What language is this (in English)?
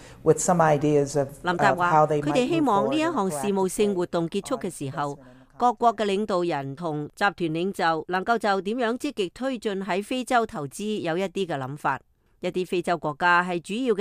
Cantonese